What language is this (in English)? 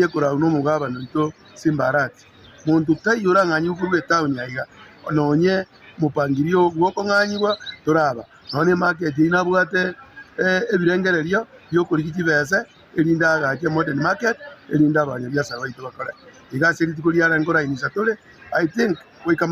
Gusii